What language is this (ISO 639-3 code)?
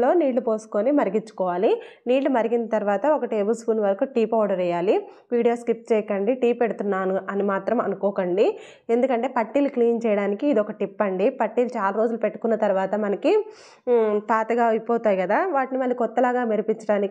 tel